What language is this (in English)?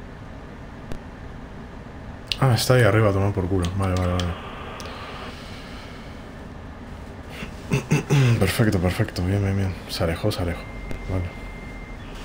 Spanish